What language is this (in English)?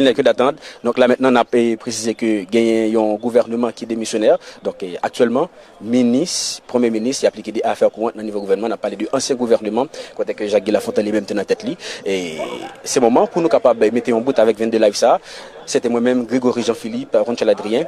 Haitian Creole